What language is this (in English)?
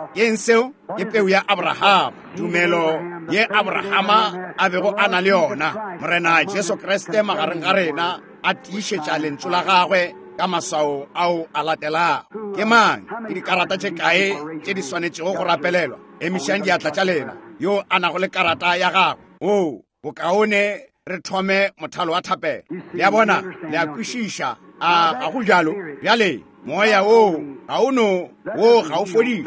Northern Sotho